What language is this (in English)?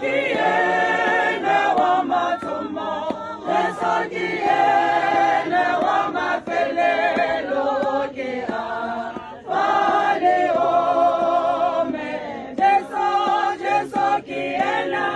Tswana